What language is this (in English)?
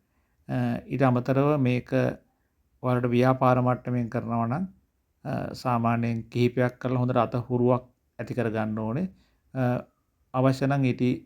Sinhala